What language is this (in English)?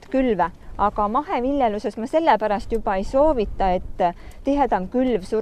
Estonian